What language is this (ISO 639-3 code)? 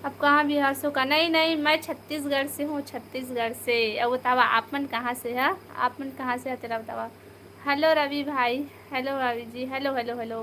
hne